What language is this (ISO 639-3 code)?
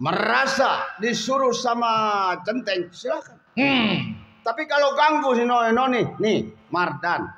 bew